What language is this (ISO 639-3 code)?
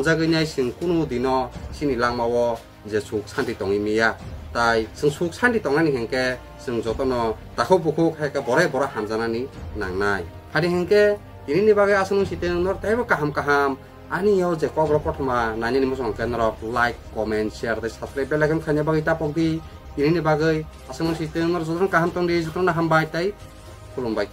trp